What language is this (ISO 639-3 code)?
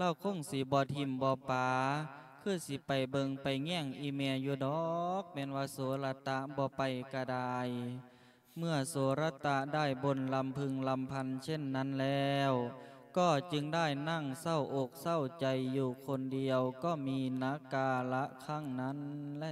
lao